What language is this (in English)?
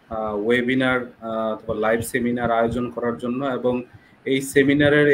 Bangla